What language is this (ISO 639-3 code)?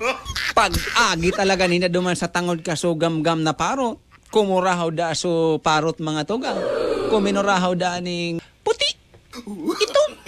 bik